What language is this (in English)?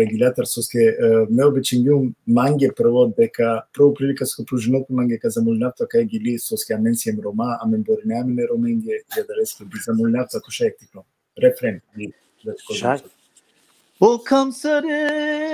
Balkan Romani